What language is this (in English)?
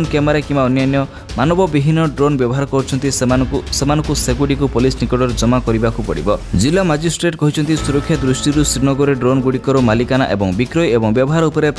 Odia